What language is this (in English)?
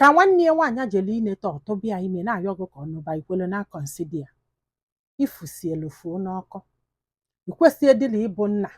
Igbo